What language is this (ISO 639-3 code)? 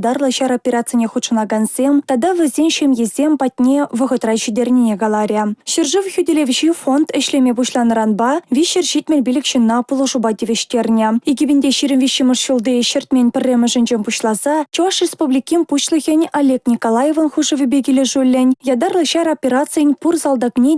chv